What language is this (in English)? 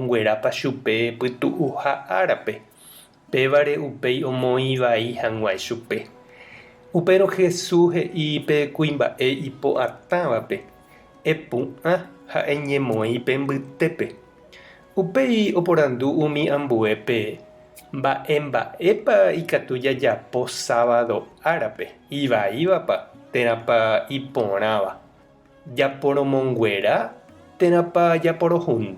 Guarani